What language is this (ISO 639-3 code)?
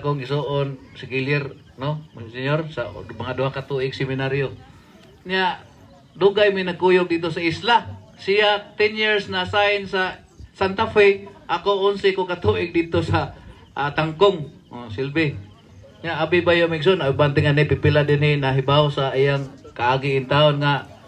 ceb